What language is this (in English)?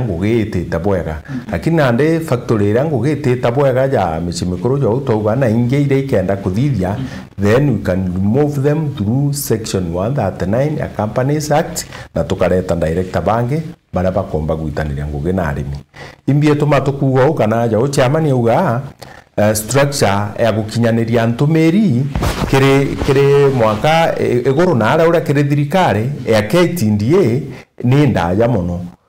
Meru